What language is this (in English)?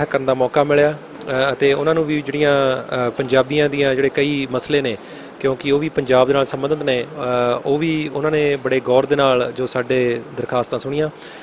Punjabi